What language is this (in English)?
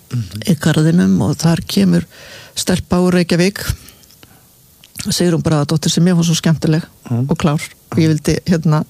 Icelandic